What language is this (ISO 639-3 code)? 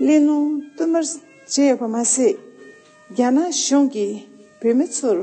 bod